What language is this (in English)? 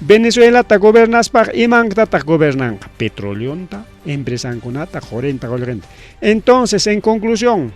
Ayacucho Quechua